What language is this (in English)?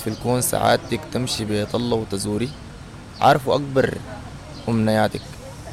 Sudanese Arabic